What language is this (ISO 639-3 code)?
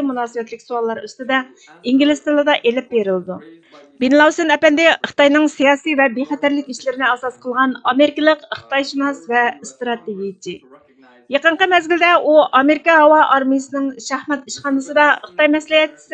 uig